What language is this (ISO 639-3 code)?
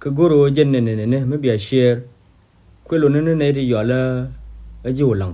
nus